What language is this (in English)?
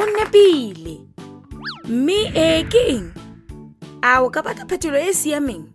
Tswana